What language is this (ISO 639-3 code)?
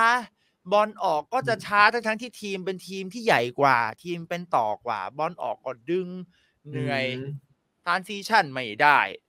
tha